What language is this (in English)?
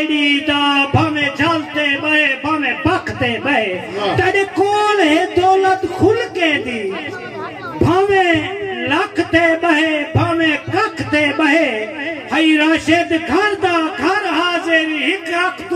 Saraiki